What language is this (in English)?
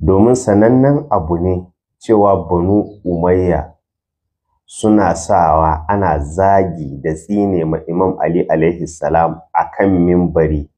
Hausa